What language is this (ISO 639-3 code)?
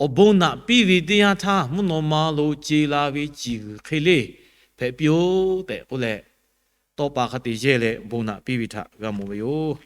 lhu